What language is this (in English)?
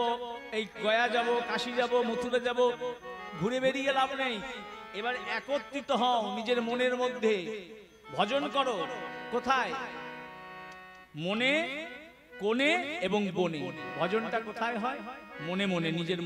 Bangla